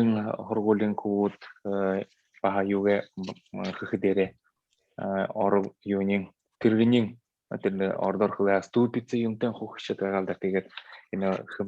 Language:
Buriat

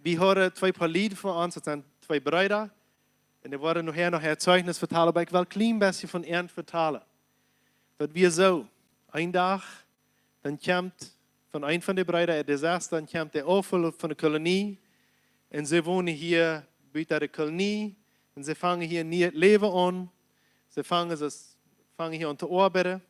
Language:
Plautdietsch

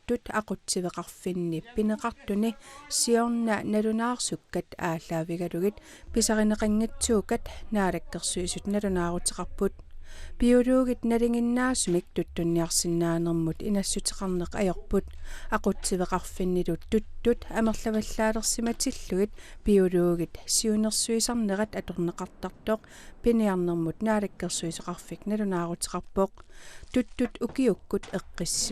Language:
Kalaallisut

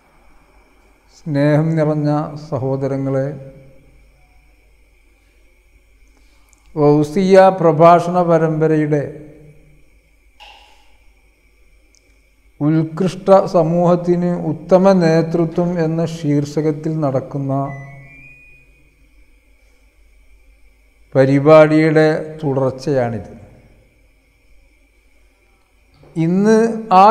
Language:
Malayalam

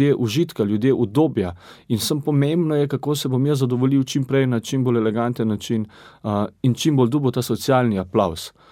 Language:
Slovenian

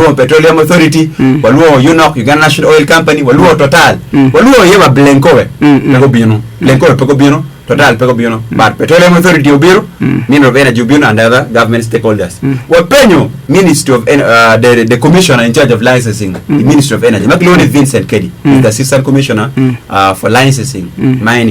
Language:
Acoli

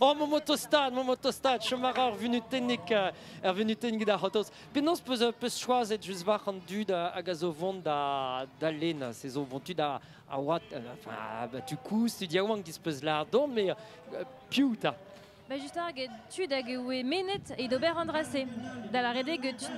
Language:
Breton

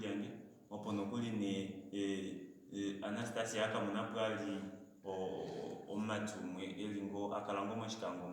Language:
Kuanyama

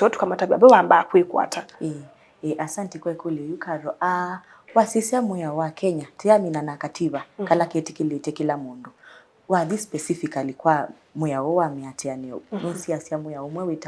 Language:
Kamba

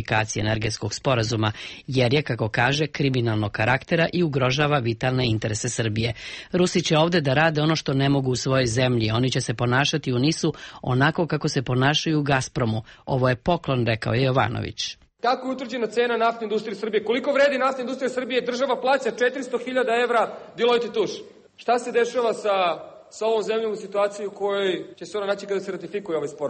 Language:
Serbian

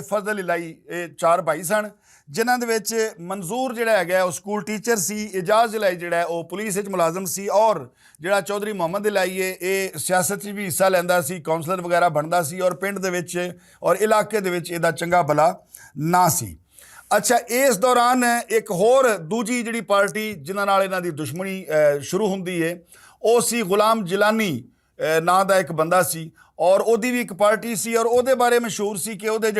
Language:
Western Panjabi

